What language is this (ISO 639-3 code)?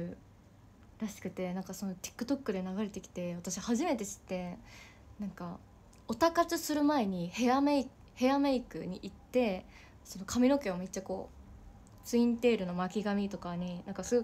jpn